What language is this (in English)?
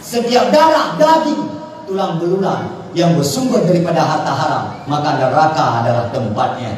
Achinese